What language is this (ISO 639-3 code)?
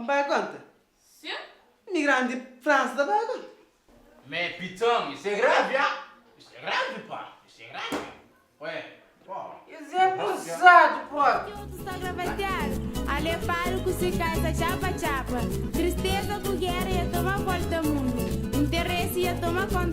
kea